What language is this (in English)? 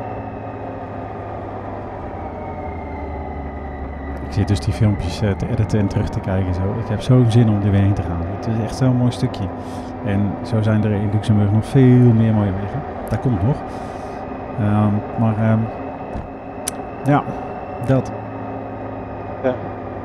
Dutch